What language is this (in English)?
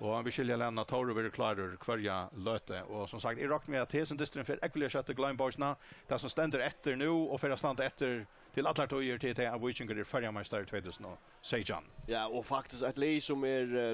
Faroese